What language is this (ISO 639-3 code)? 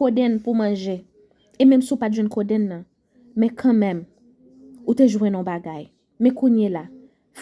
hat